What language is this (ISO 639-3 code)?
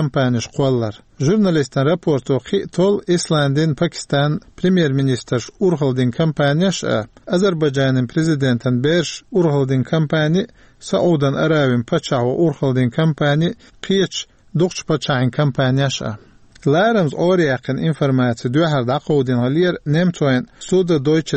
che